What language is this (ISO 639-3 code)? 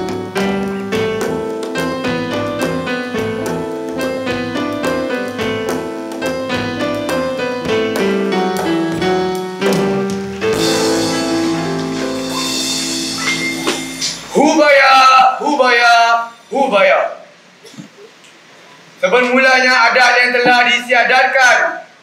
msa